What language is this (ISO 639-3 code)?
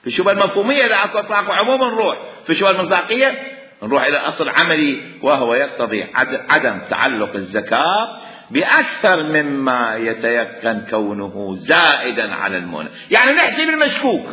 acm